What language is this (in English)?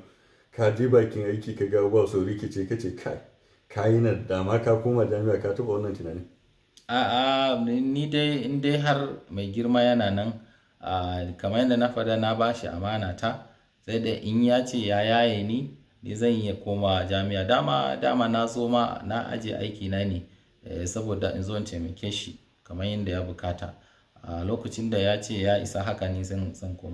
Hausa